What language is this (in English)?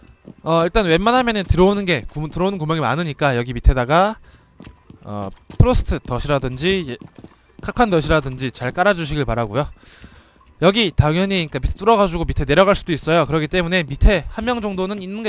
Korean